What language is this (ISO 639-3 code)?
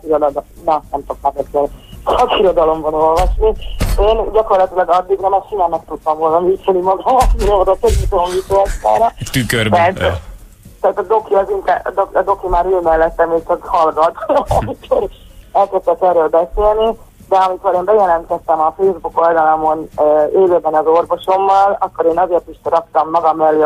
hun